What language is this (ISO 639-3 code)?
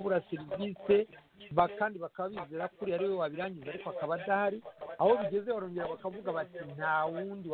kin